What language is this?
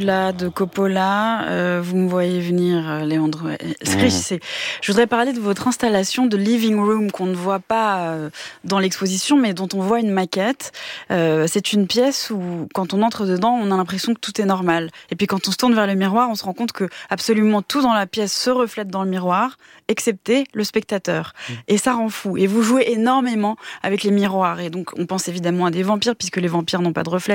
French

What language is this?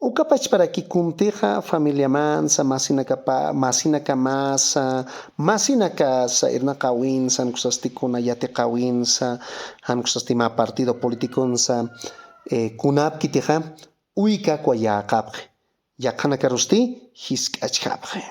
Aymara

